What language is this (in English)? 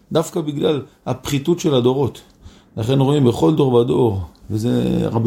Hebrew